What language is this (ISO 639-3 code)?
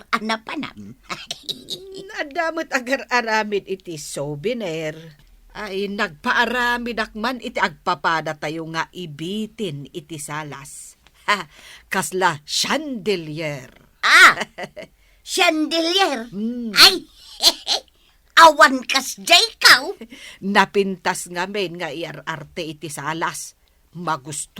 ilo